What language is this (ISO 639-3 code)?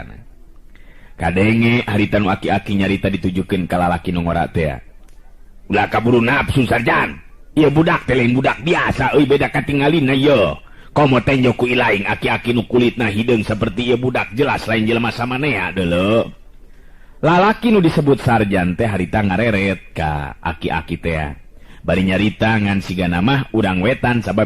sun